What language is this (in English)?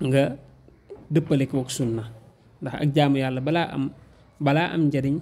Wolof